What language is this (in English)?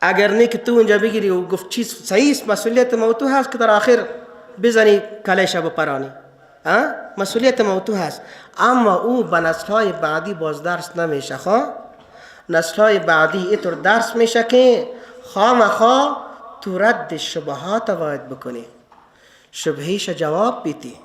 Persian